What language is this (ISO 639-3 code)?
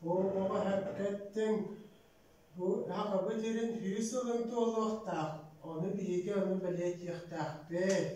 sah